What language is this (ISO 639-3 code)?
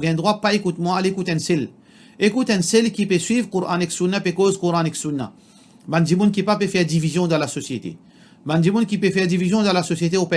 mfe